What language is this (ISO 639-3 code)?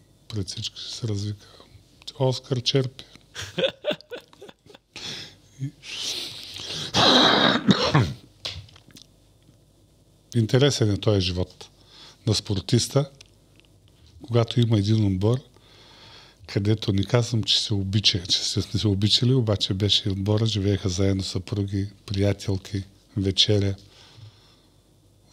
bul